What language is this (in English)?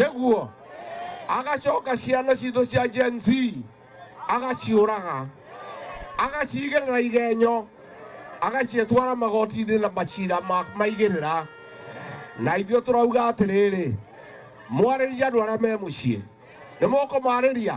Kikuyu